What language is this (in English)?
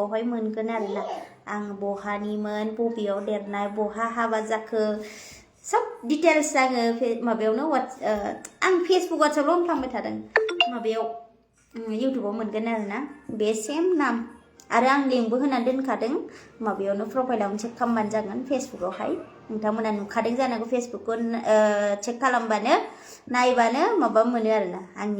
Bodo